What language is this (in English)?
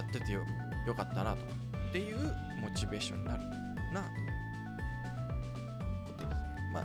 Japanese